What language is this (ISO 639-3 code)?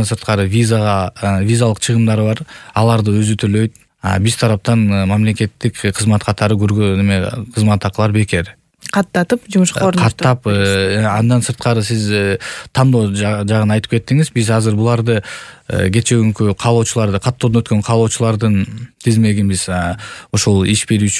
kir